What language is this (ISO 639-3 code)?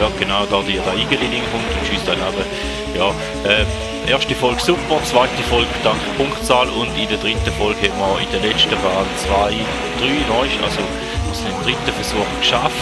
gsw